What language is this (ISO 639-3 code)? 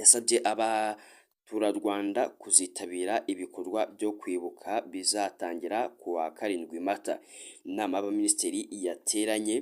kin